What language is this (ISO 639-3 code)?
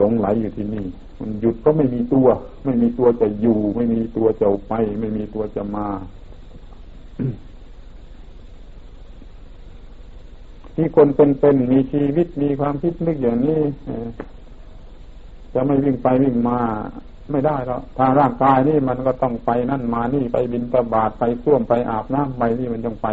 tha